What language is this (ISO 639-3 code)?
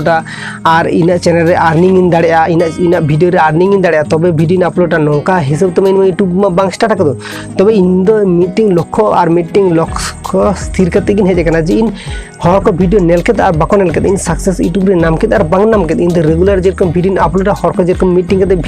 sat